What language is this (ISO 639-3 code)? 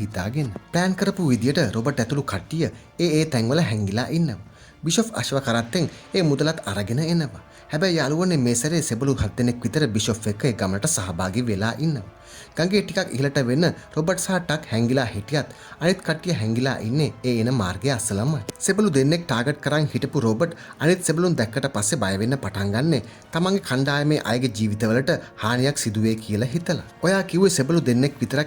sin